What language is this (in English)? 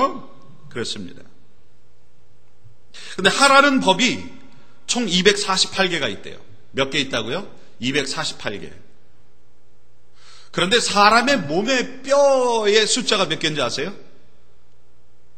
Korean